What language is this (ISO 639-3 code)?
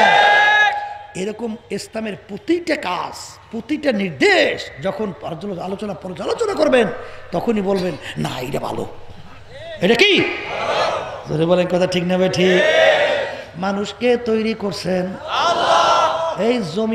ben